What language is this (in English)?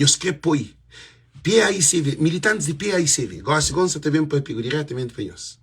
Kabuverdianu